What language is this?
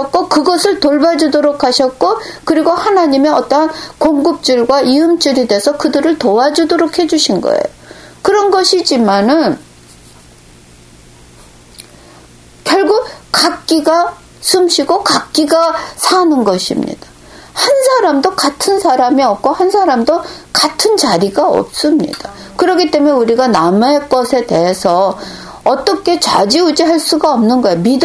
Korean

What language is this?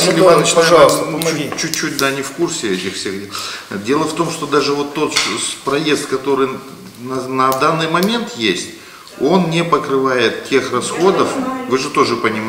Russian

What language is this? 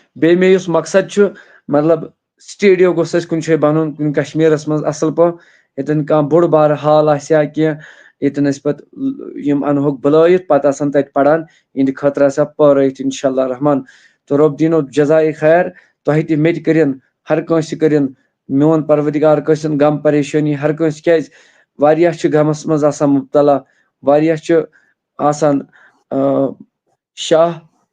Kashmiri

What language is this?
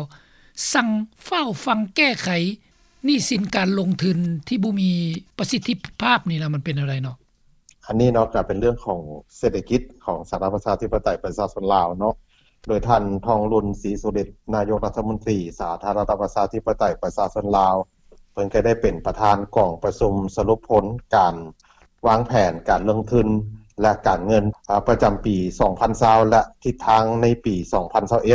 Lao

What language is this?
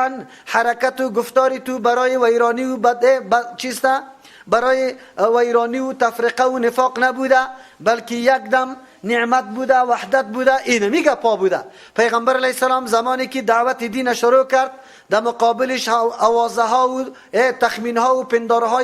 Persian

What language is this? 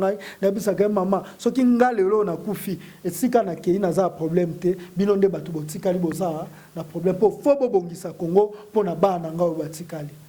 Lingala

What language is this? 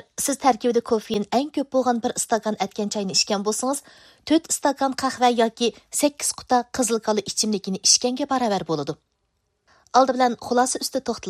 Uyghur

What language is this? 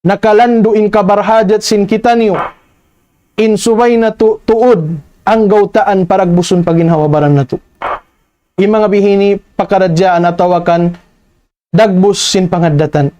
Tausug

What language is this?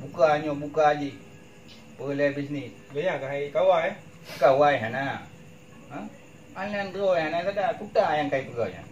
Achinese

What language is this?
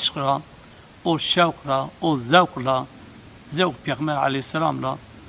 Zaza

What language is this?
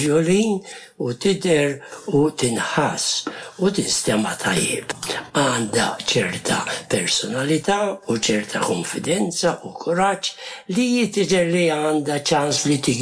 Maltese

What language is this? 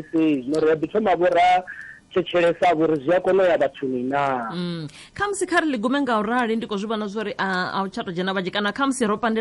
Venda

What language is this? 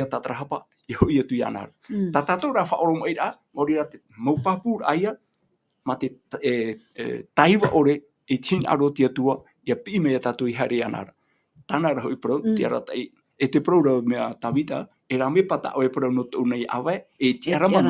Tahitian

